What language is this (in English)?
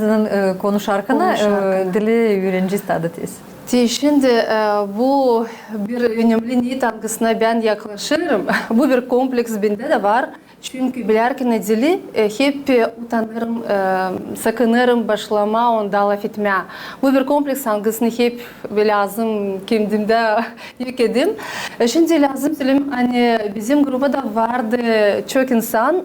Gagauz